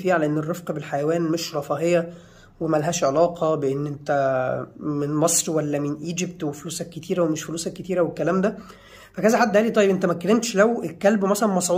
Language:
Egyptian Arabic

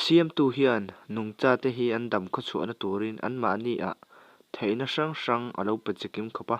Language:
Mizo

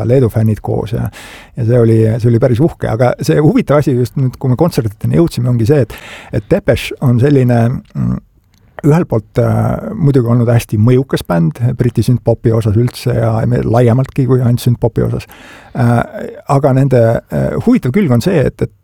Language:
Estonian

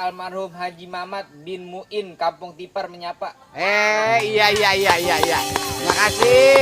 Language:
Betawi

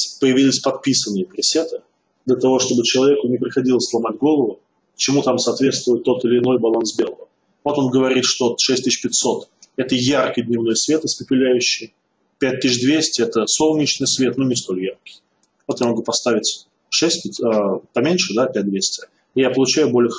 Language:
Russian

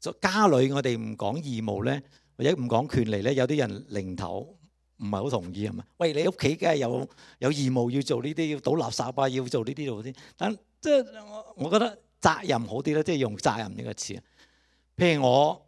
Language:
Cantonese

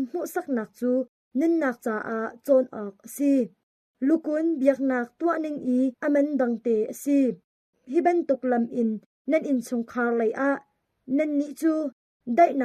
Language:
Hakha Chin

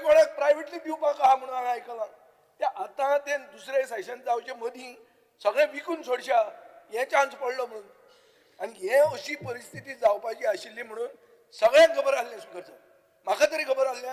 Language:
Konkani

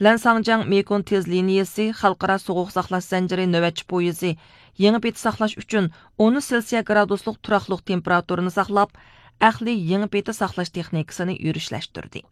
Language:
Uyghur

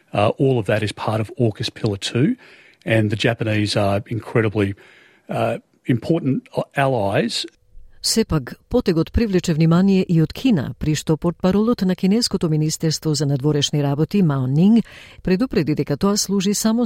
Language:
Macedonian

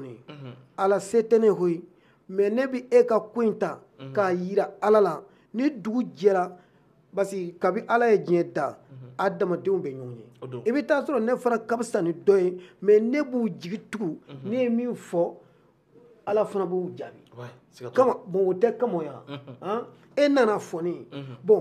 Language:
Bambara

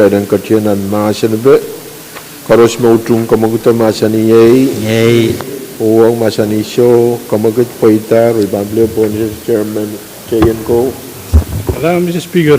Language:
Pohnpeian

